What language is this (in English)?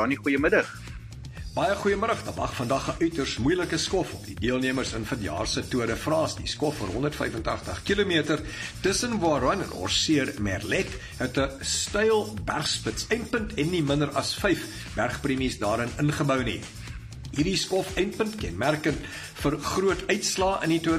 Afrikaans